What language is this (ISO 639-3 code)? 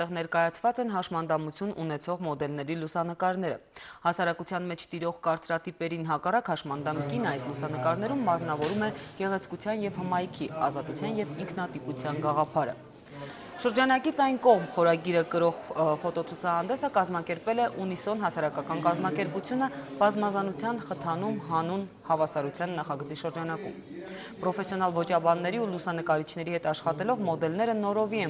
hye